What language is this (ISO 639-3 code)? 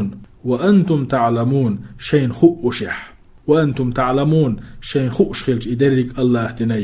che